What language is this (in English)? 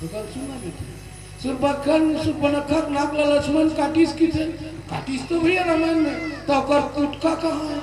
Chhattisgarhi